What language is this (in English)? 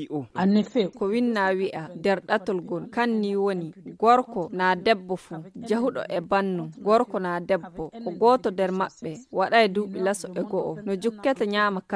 Fula